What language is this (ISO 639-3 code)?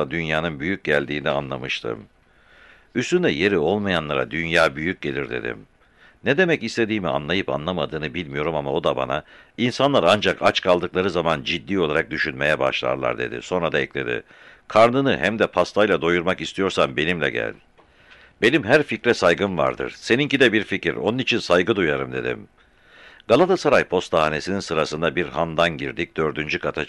tur